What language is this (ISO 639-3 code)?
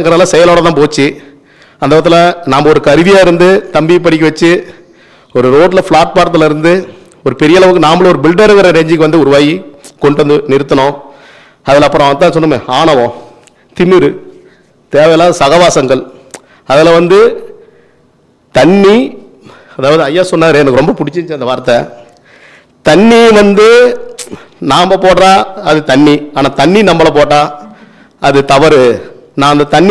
tam